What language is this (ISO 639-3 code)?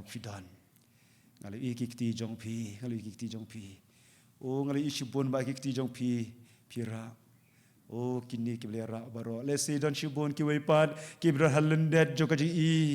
kha